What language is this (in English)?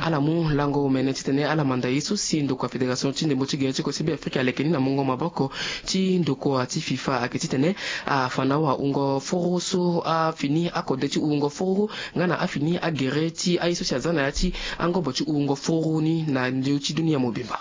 Sango